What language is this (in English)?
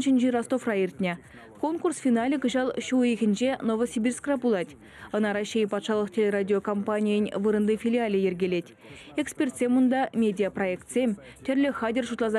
Chuvash